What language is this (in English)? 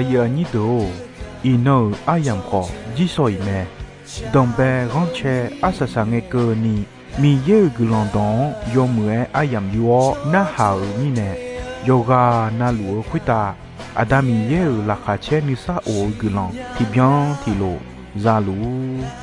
Akha